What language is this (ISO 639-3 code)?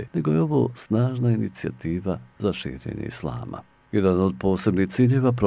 bos